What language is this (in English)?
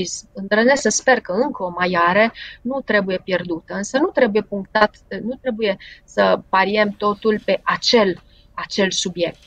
Romanian